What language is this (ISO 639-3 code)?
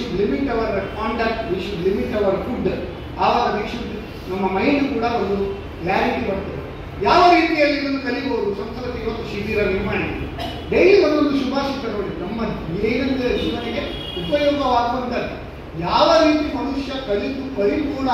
kan